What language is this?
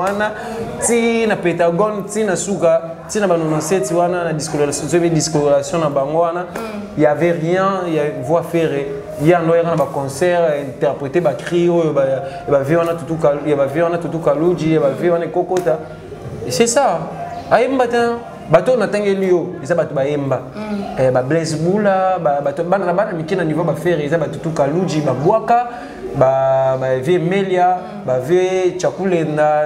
Lingala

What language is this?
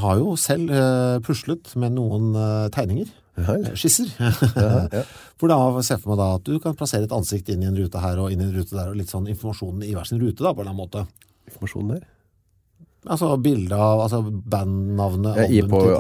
Norwegian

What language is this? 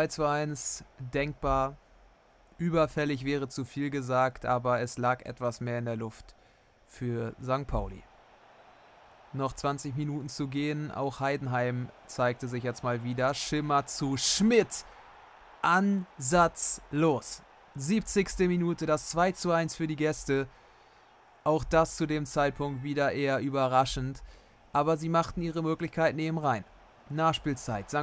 German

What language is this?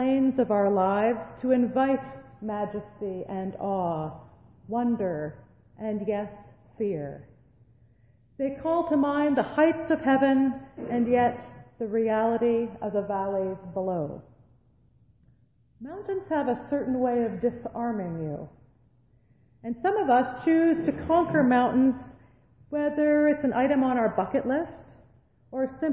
English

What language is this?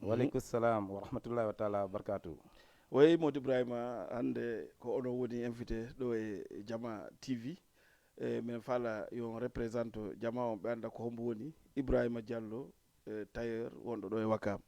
Fula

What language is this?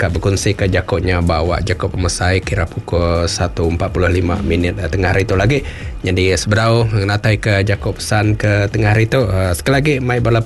Iban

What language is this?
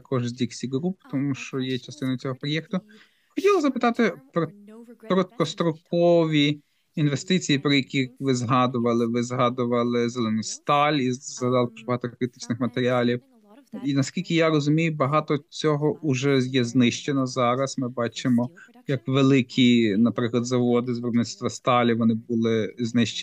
Ukrainian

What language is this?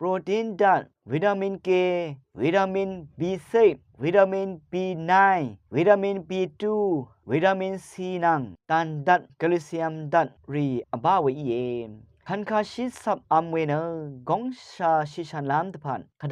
Rawang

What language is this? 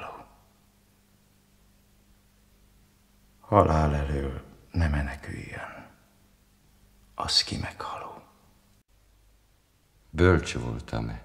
Hungarian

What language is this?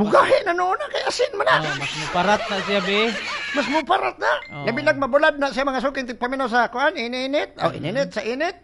Cebuano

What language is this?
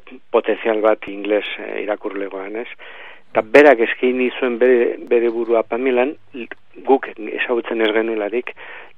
Basque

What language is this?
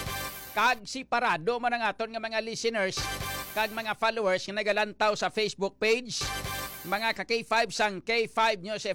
Hiligaynon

